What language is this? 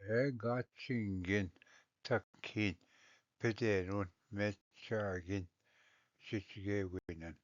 Ojibwa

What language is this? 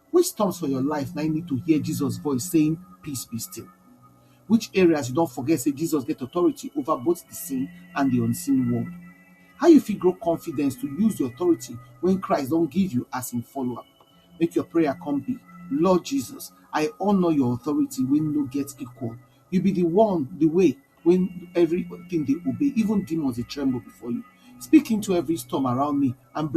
Nigerian Pidgin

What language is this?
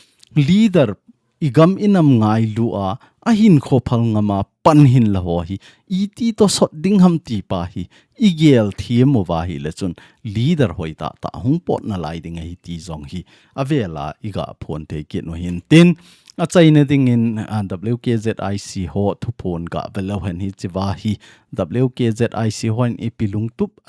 Thado Chin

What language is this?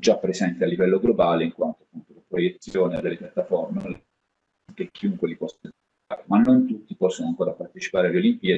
Italian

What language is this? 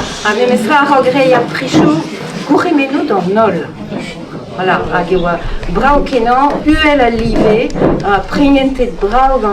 Breton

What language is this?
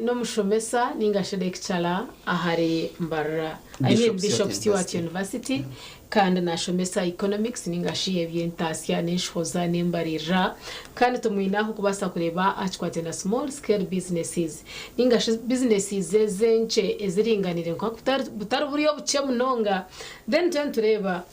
Nyankole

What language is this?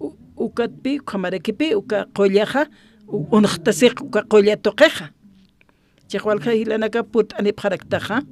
Aymara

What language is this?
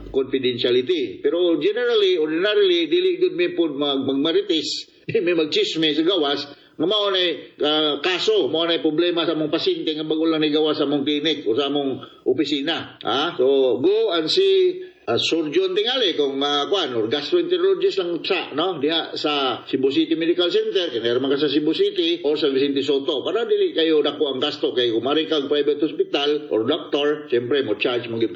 Cebuano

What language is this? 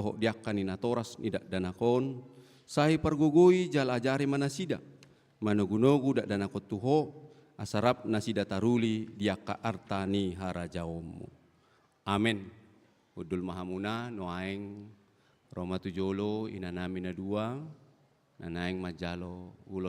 Batak Toba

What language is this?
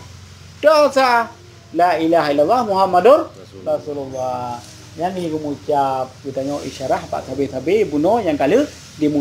Achinese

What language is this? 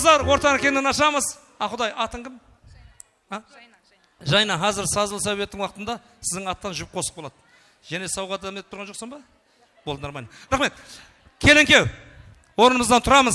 Kara-Kalpak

